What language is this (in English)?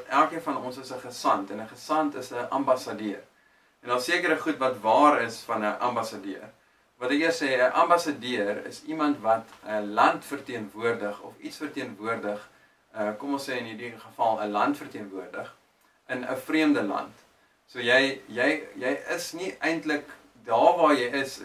Afrikaans